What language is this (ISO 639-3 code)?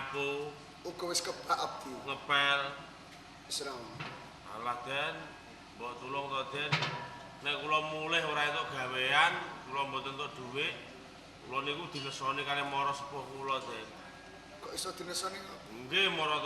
jav